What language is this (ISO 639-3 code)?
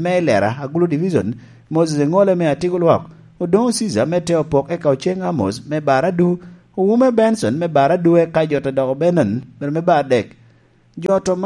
laj